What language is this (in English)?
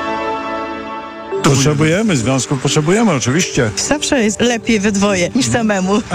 Polish